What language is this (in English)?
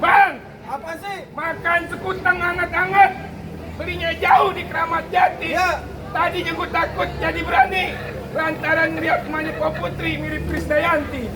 Betawi